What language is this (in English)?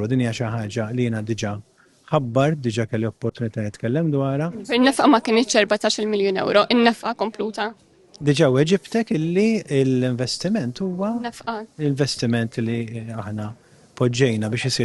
Maltese